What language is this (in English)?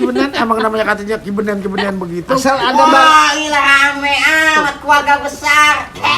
Betawi